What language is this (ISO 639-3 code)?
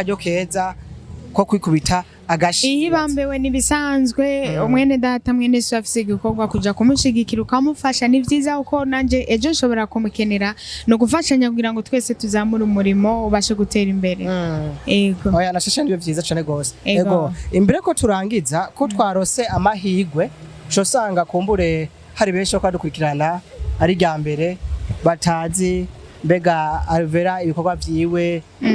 run